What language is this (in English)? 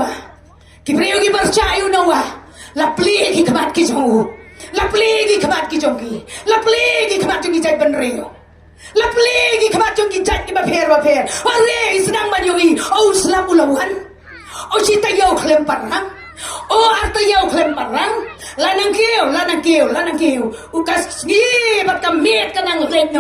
Khasi